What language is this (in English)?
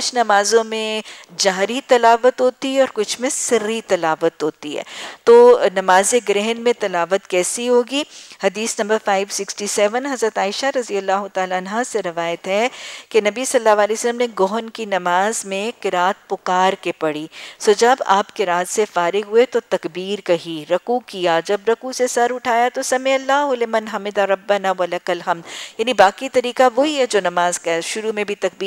Urdu